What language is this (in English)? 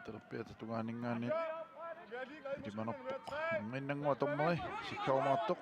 Kalaallisut